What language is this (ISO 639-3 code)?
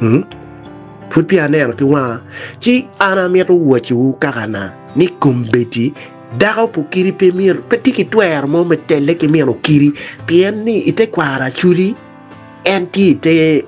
ach